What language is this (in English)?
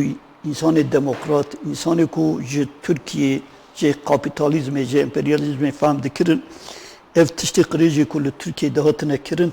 Kurdish